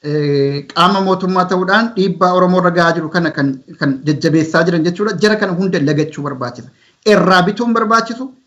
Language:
Oromo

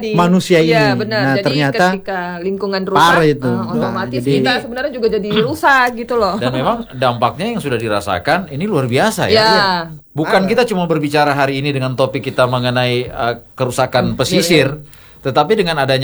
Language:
Indonesian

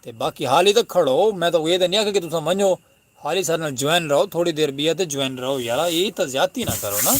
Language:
Saraiki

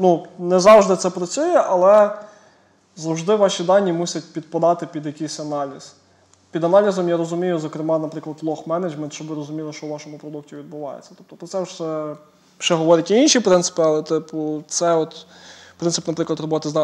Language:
Ukrainian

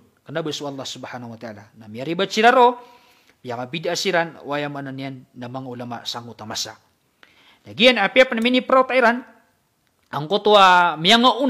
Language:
Maranao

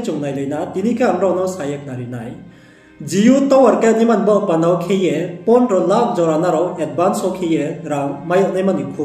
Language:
Riang (India)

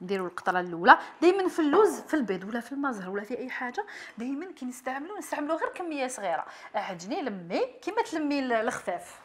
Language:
Algerian Arabic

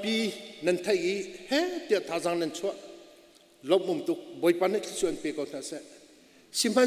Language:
Hakha Chin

